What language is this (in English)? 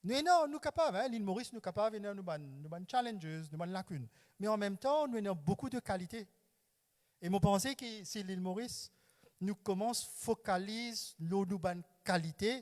Morisyen